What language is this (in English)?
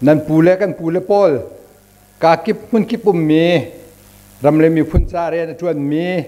Hakha Chin